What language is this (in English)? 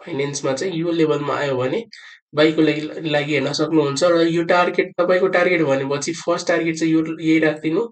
Nepali